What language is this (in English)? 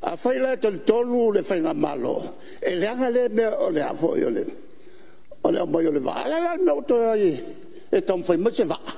Samoan